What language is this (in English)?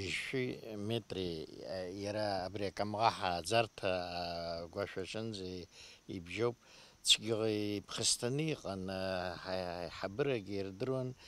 Abkhazian